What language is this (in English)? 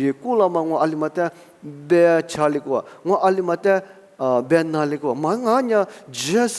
Lisu